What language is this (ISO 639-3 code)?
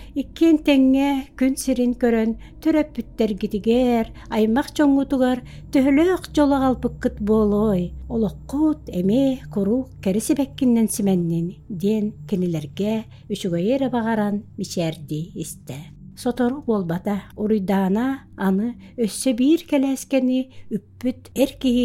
sah